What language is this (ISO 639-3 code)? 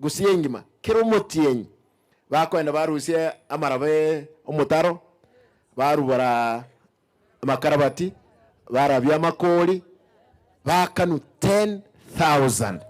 guz